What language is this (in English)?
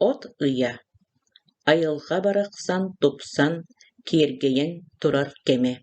Yakut